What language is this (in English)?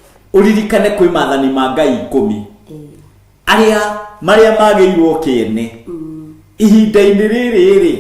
Kikuyu